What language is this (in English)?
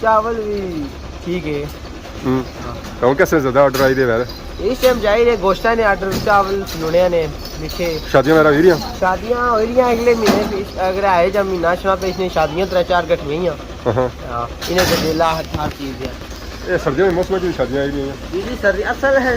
Pahari-Potwari